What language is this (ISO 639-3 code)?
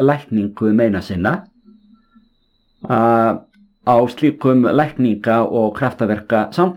isl